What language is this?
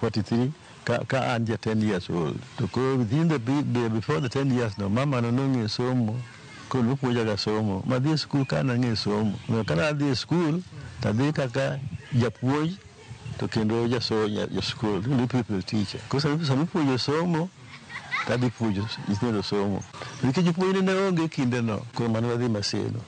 Luo (Kenya and Tanzania)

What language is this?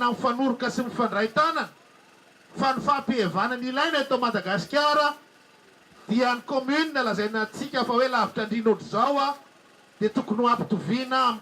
Malagasy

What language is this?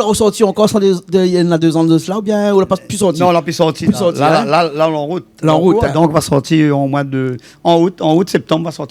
Réunion Creole French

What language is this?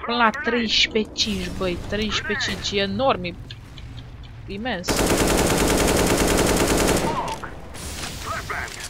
Romanian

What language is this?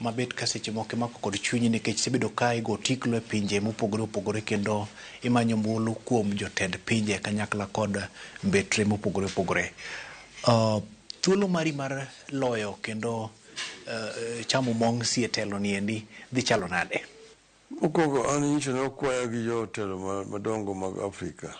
Luo (Kenya and Tanzania)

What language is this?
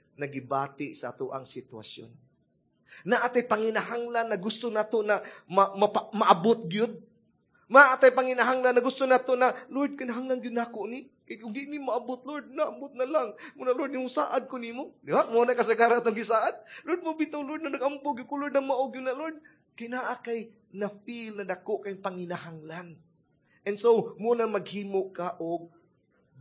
Cebuano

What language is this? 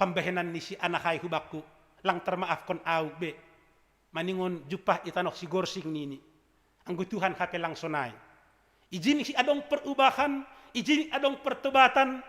Batak Simalungun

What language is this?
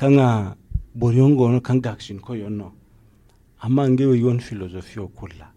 Zarma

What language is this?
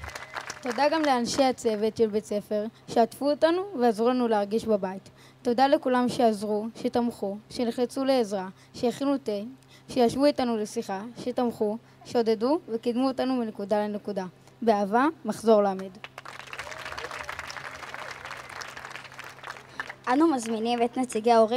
Hebrew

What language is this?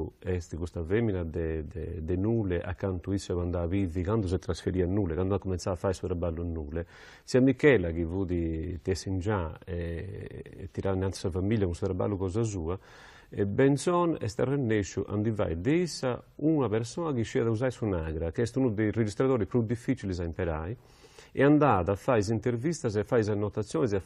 Sardinian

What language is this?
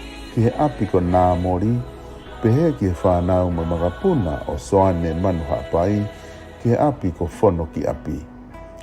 Tongan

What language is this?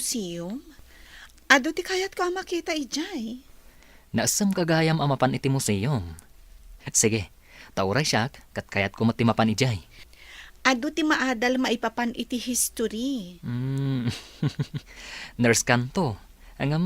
Iloko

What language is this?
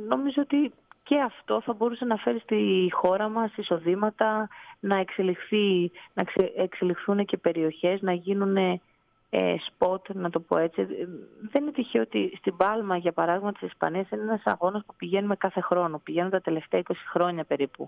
Greek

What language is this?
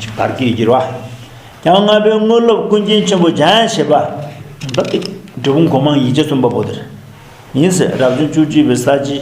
Tibetan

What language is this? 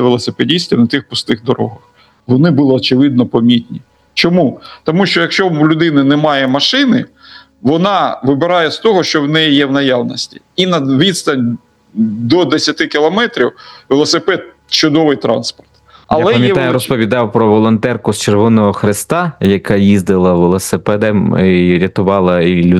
Ukrainian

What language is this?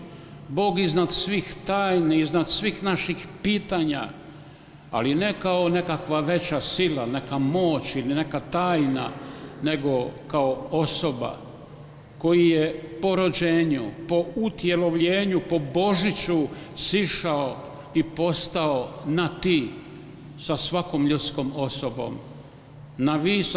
Croatian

